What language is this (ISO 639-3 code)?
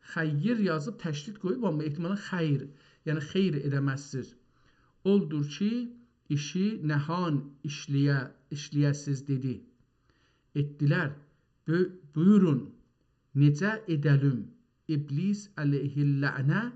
azb